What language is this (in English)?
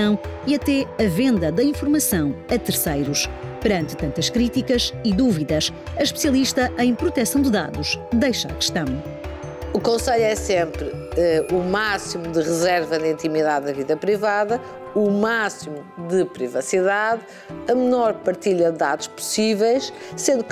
Portuguese